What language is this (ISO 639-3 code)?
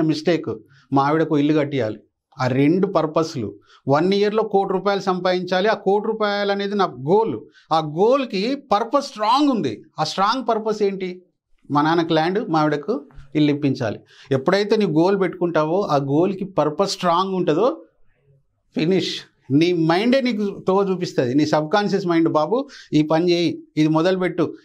tel